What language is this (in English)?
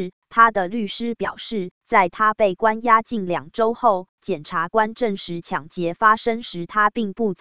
Chinese